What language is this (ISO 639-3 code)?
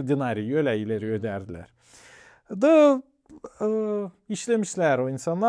gag